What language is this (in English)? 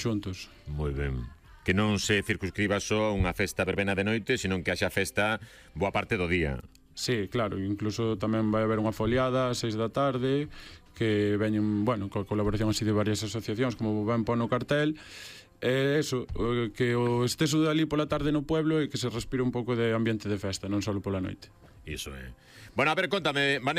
Galician